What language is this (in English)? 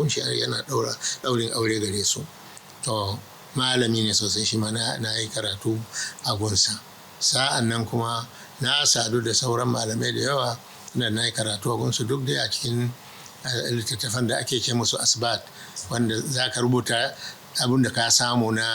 Hausa